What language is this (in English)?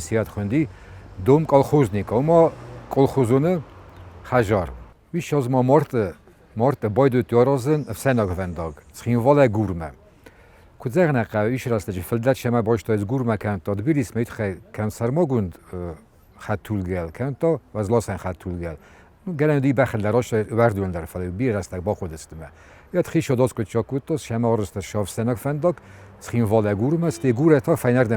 Ossetic